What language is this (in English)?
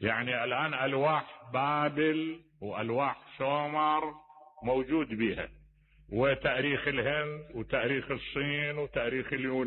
Mesopotamian Arabic